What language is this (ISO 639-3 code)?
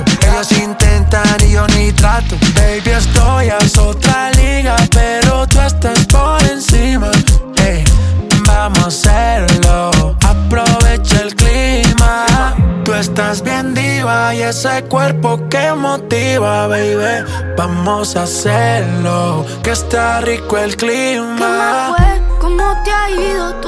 spa